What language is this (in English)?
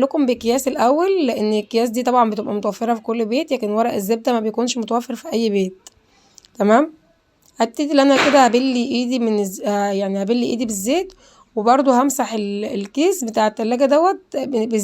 Egyptian Arabic